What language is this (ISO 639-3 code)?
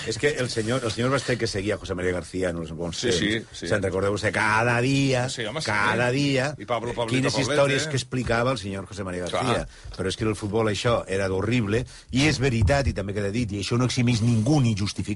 cat